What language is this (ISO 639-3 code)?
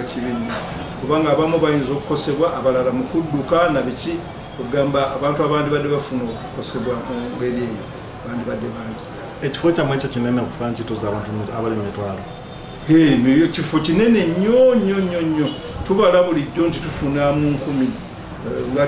lug